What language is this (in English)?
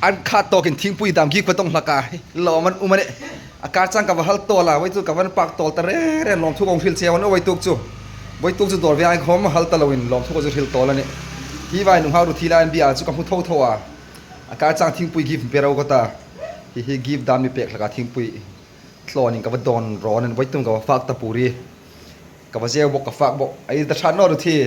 Hmar